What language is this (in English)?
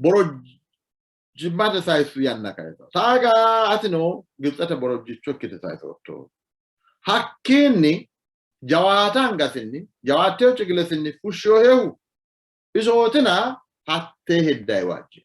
Sidamo